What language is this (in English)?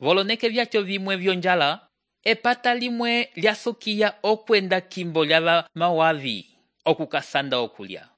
Umbundu